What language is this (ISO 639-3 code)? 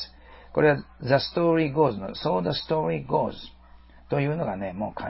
jpn